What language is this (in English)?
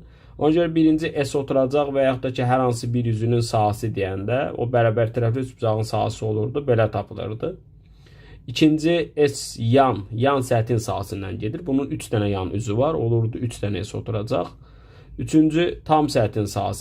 Azerbaijani